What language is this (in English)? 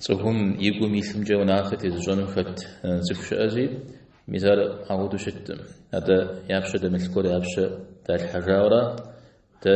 Kabardian